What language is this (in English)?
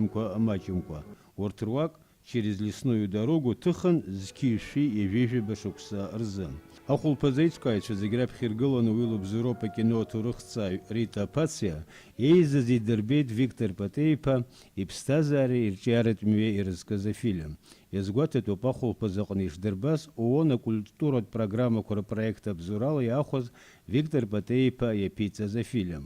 Abkhazian